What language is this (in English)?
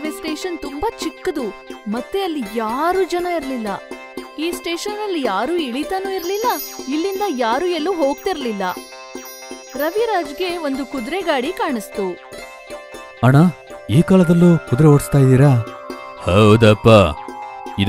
Kannada